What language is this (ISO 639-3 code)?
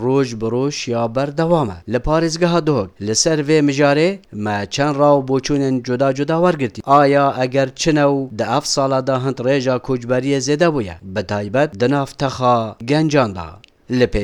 kur